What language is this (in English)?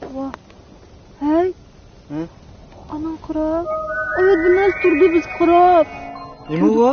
Uyghur